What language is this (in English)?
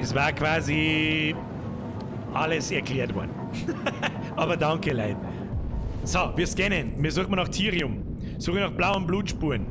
Bavarian